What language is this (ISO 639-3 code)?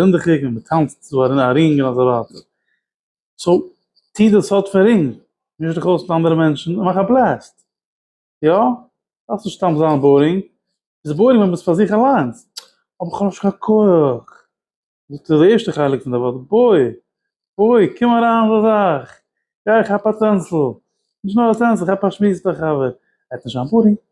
yid